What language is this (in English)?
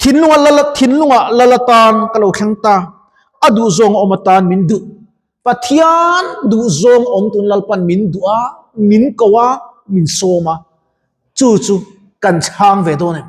Mizo